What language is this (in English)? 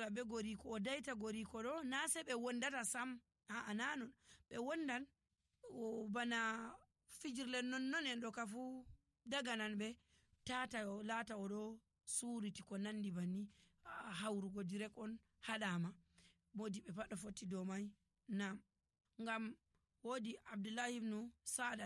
Nigerian Fulfulde